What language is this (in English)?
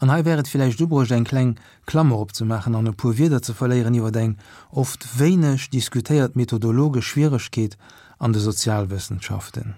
Luxembourgish